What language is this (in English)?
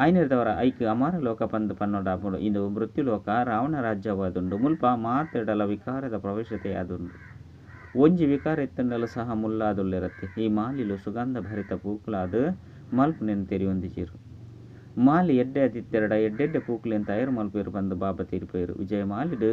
Tulu